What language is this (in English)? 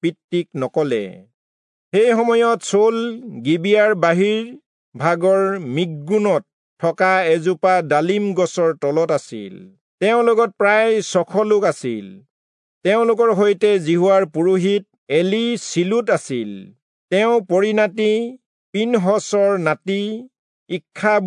Assamese